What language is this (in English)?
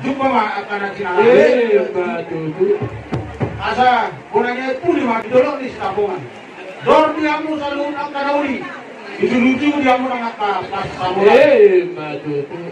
Batak Toba